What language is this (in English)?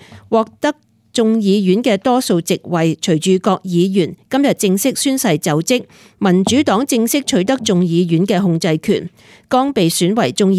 Cantonese